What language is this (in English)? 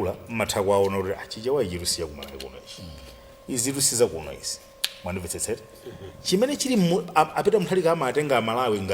Nyanja